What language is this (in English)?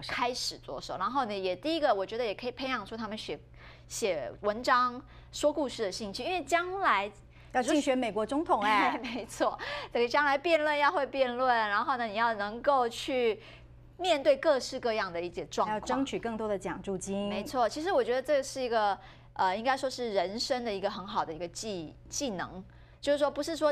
Chinese